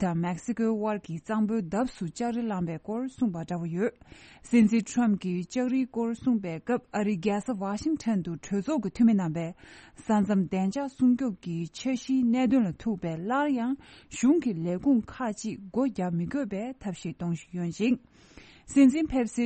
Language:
Tibetan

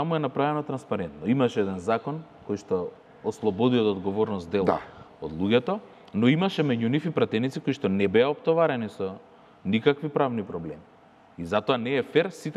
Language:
Macedonian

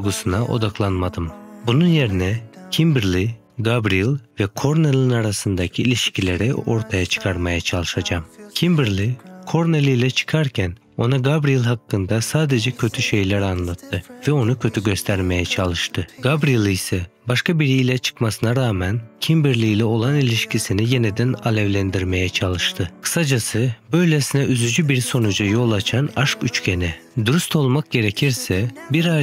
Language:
Turkish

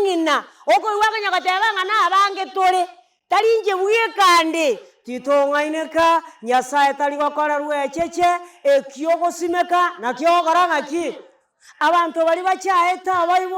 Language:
Gusii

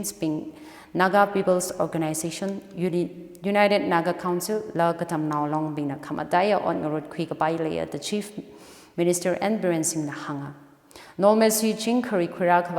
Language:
Tangkhul Naga (India)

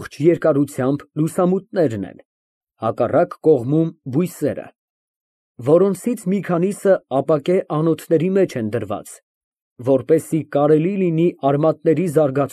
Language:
Armenian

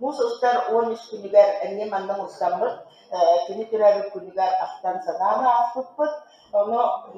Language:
Yakut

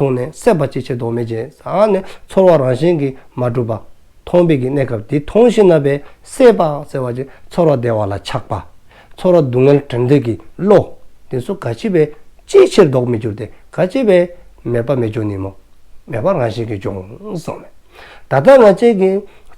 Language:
Dzongkha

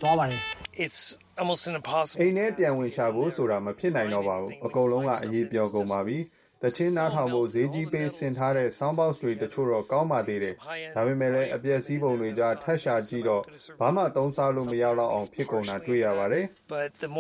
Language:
Burmese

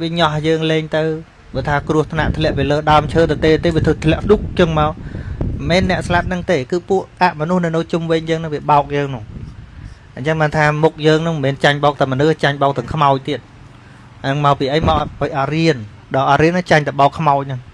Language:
Khmer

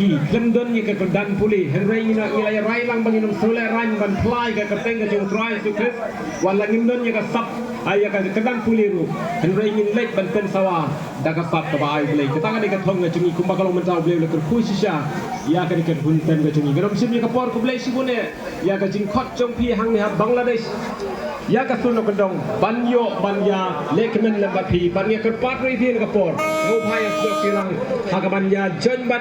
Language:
Khasi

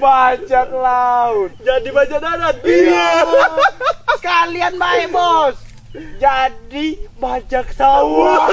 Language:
Musi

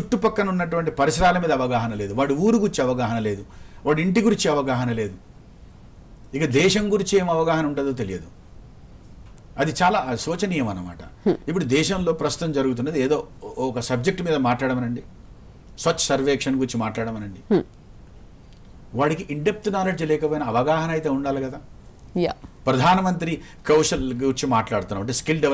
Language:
Telugu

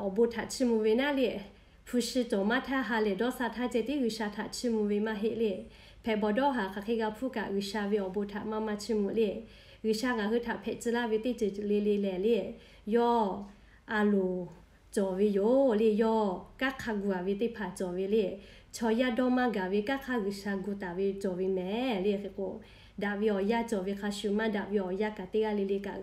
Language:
Lahu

